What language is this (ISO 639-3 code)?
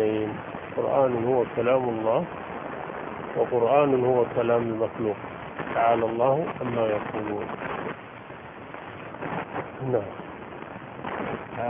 ara